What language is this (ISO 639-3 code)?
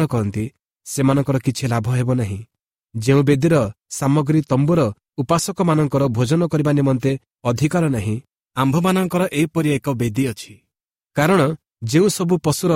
ori